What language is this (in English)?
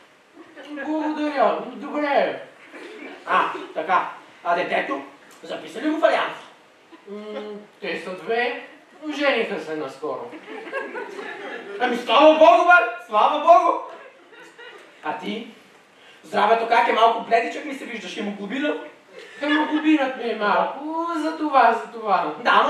Bulgarian